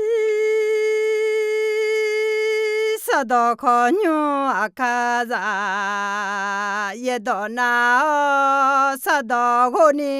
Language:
Akha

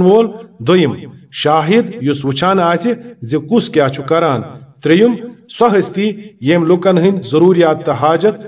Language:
Kashmiri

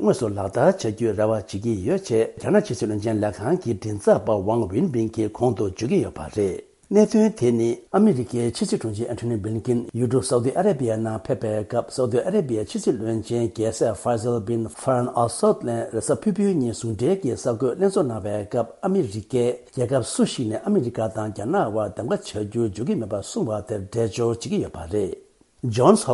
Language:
Tibetan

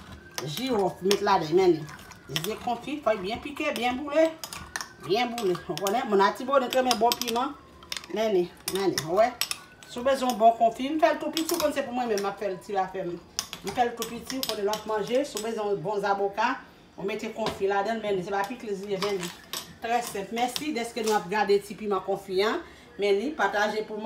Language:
Haitian Creole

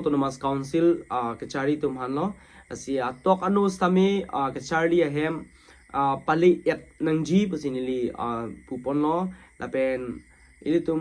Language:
Karbi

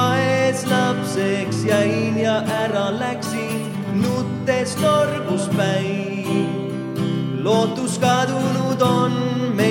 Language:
Estonian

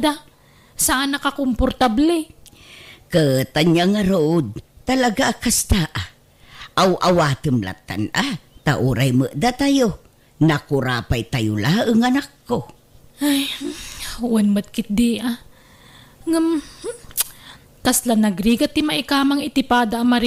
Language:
Iloko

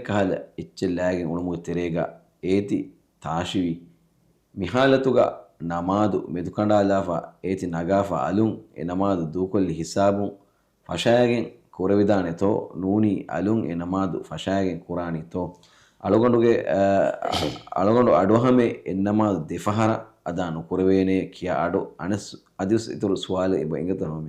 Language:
Divehi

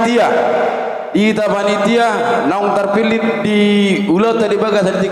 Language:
Batak Toba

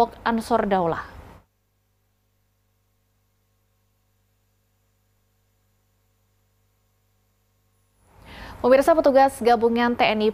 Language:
Indonesian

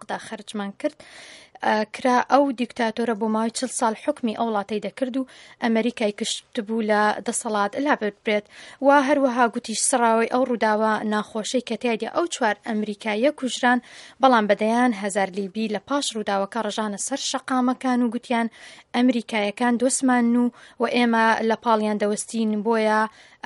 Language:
Central Kurdish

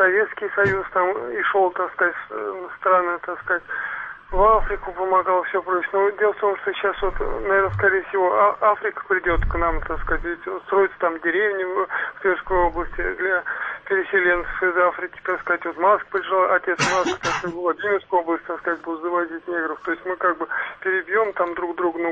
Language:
Russian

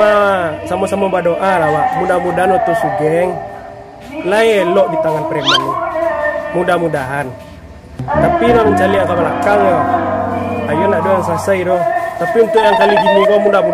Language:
Minangkabau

